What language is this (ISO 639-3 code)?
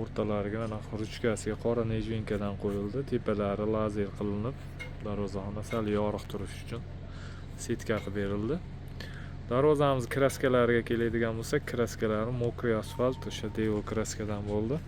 uzb